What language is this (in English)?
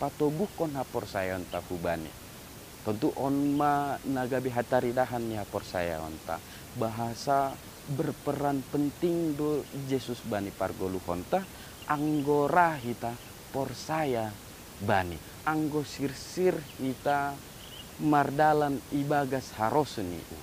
Batak Simalungun